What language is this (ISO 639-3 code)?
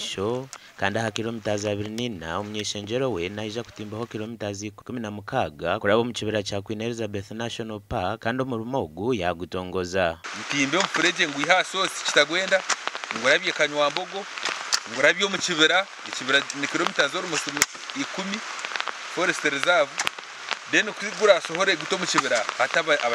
nyn